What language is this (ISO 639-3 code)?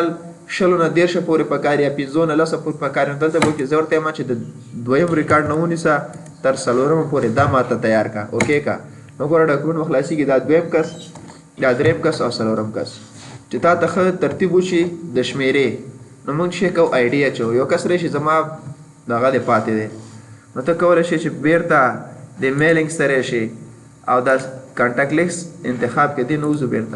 pus